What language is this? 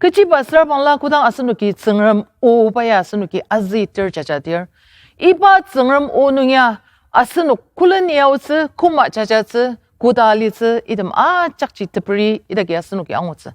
Ao Naga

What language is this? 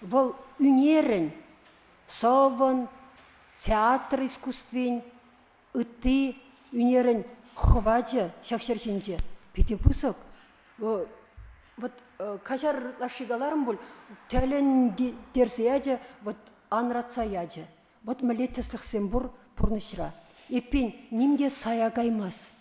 Chuvash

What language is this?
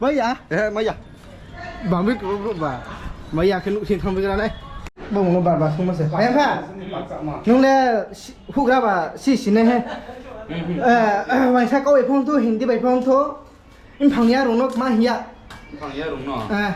Riang (India)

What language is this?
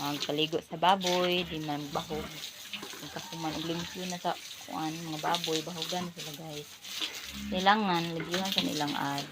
Cebuano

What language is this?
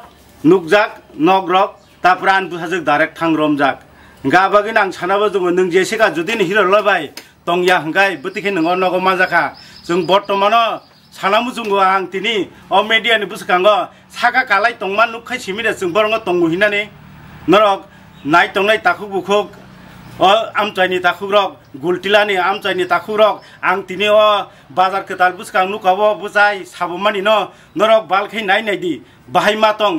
Kok Borok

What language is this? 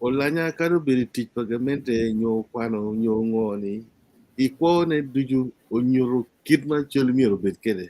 Acoli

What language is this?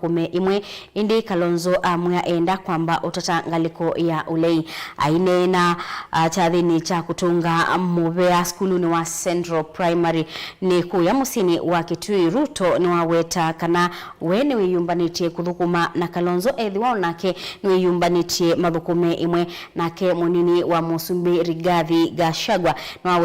Kamba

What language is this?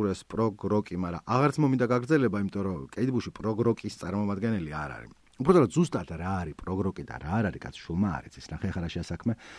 Georgian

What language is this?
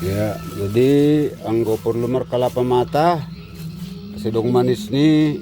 Batak Simalungun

